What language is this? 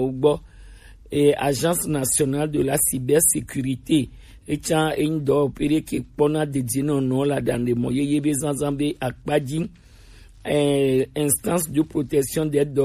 Gen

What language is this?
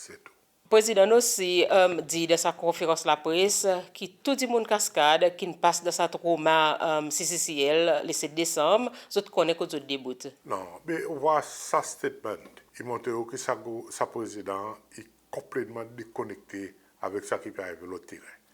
Seselwa Creole French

